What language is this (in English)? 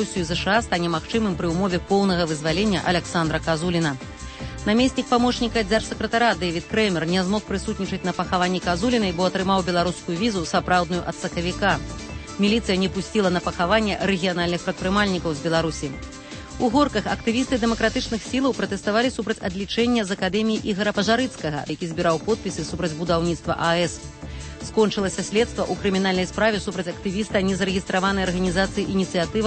Belarusian